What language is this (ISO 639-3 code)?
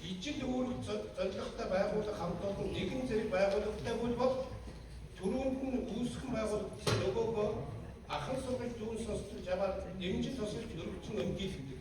mon